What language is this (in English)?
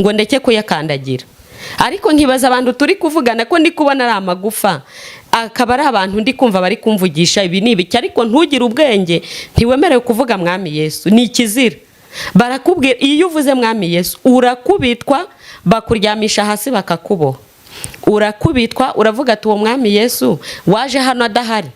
Kinyarwanda